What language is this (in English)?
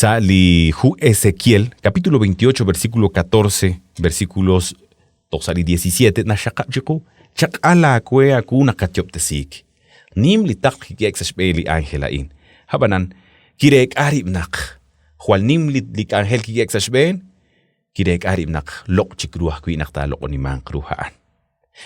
Kekchí